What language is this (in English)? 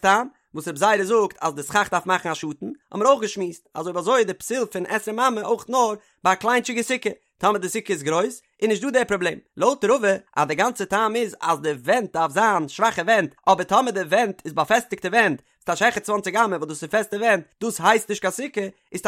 Yiddish